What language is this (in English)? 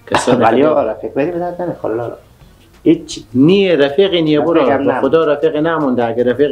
Persian